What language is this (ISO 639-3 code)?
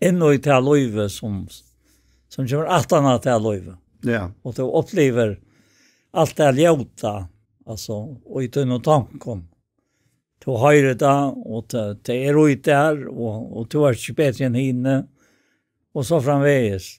fao